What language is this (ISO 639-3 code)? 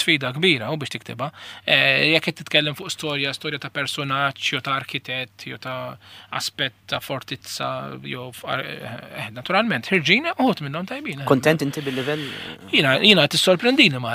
mlt